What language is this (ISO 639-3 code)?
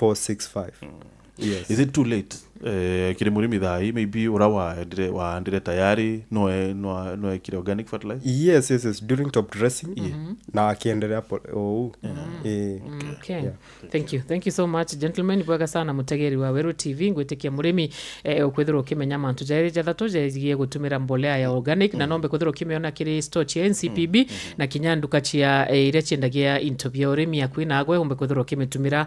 mer